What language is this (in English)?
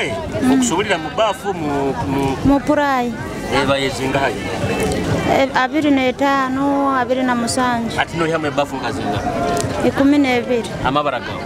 Nyoro